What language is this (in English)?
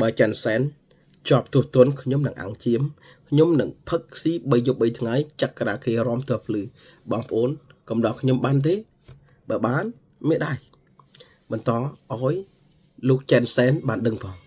Khmer